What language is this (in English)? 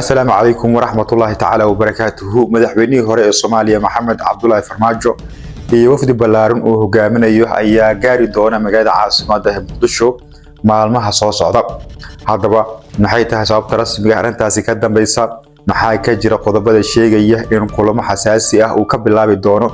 Somali